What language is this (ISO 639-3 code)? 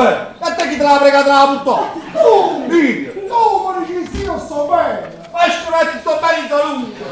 nap